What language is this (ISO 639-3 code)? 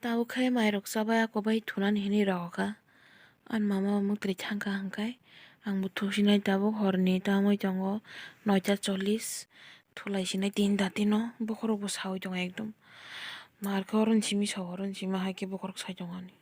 trp